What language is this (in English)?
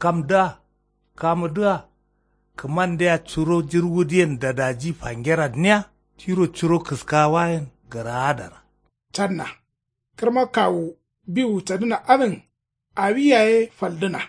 Kanuri